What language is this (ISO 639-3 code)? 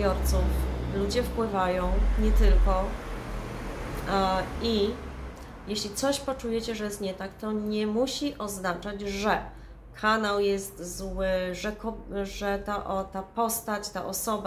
pol